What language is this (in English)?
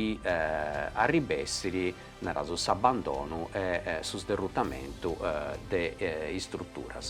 Sardinian